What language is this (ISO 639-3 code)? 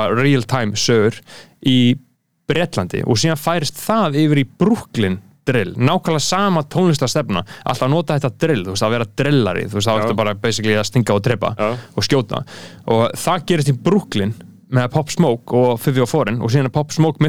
isl